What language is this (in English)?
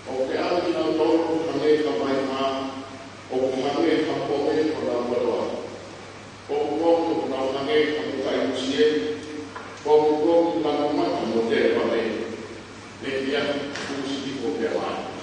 Tongan